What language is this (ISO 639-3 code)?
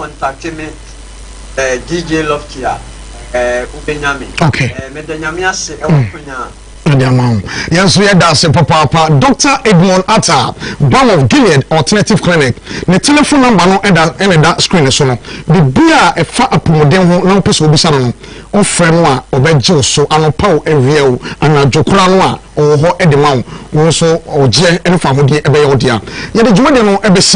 aka